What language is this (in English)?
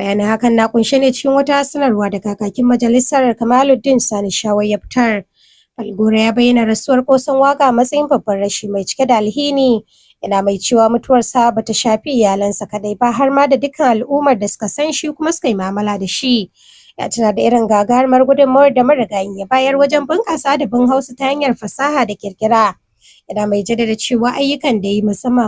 Hausa